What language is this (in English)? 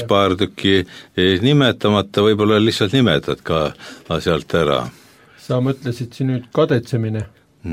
Estonian